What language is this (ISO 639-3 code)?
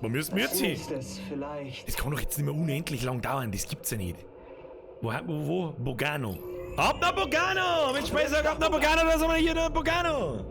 bar